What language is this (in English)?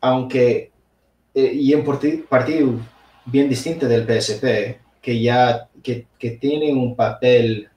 Asturian